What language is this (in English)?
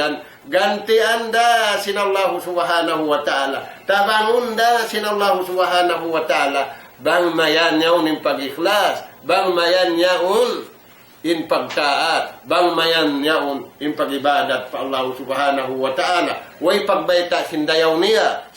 Tausug